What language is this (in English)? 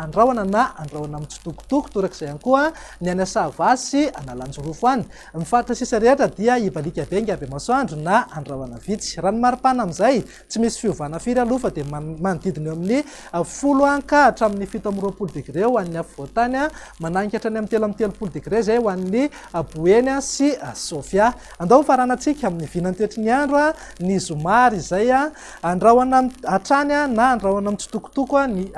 Malagasy